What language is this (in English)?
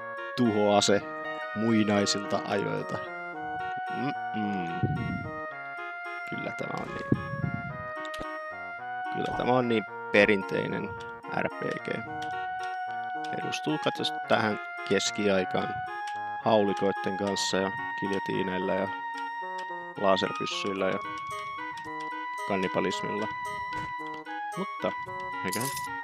Finnish